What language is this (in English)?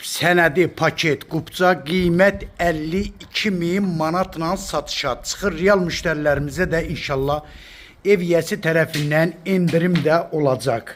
Azerbaijani